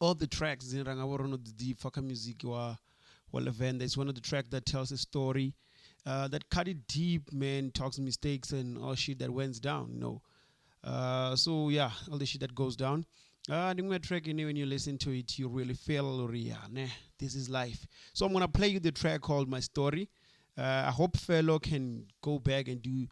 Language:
Venda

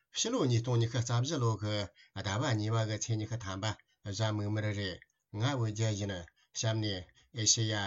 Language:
Tibetan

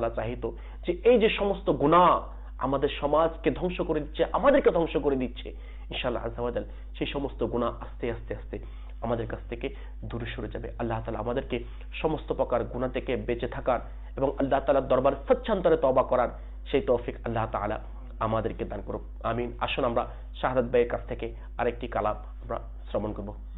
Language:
Bangla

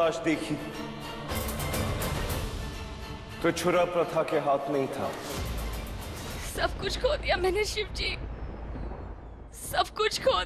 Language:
Hindi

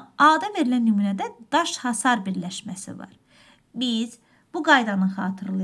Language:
Azerbaijani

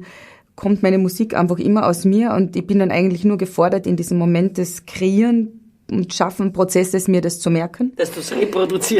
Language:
Bavarian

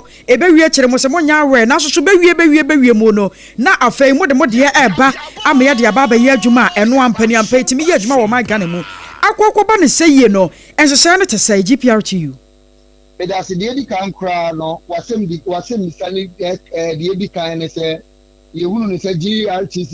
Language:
Akan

